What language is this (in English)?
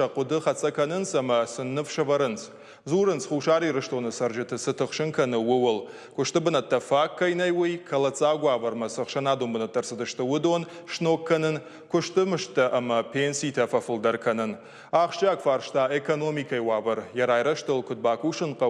Ossetic